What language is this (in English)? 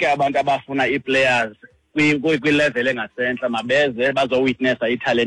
Xhosa